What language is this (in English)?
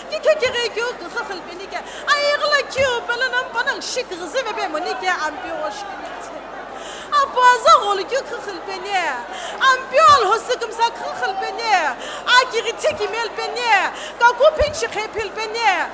Sumi Naga